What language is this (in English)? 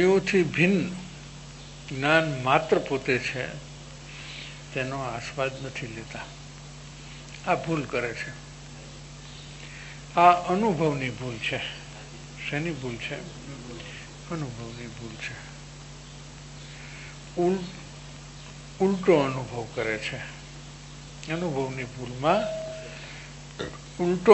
Gujarati